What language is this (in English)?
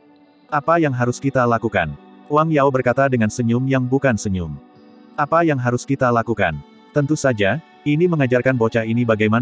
Indonesian